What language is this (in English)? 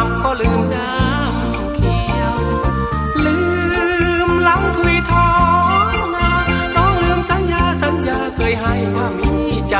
Thai